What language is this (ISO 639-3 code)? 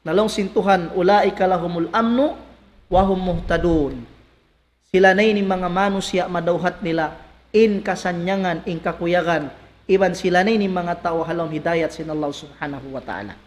tsg